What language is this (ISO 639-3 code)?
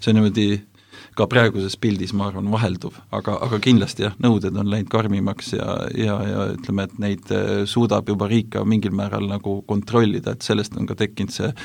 est